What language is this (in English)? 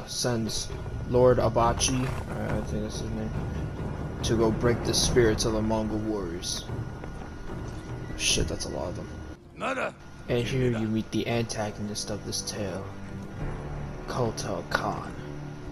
English